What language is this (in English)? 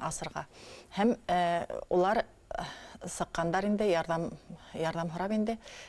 Bashkir